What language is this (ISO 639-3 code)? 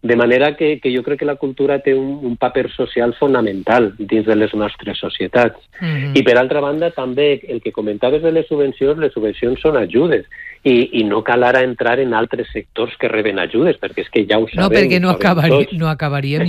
cat